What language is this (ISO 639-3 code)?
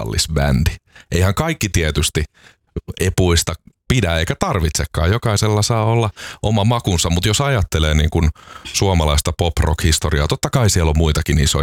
fin